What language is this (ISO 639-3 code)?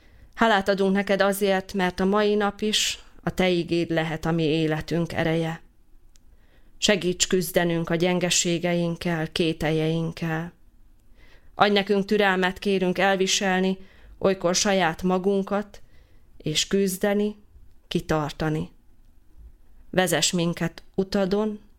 hun